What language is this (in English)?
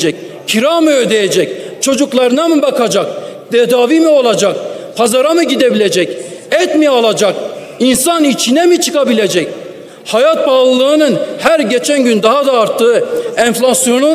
Turkish